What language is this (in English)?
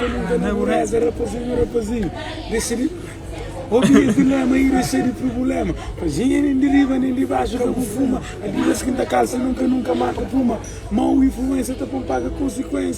Kabuverdianu